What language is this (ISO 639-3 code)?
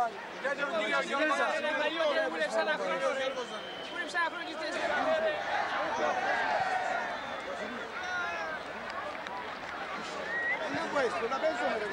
ell